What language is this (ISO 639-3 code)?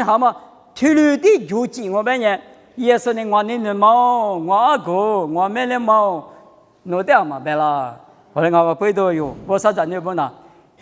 lis